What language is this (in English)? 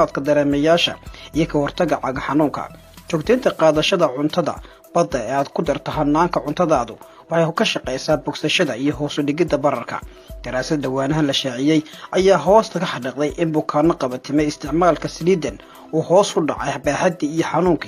Somali